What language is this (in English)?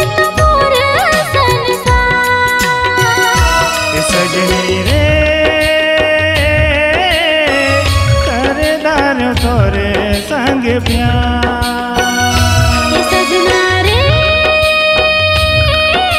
Chhattisgarhi